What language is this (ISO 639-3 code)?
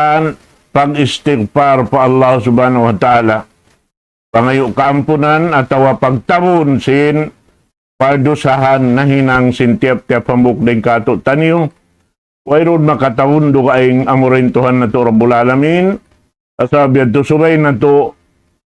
tsg